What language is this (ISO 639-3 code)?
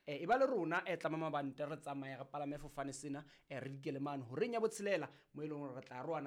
sot